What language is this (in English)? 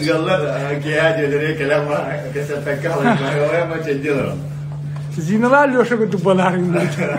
Yakut